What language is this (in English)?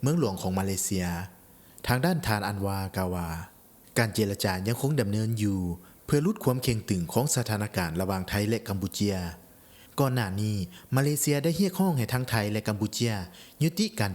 Lao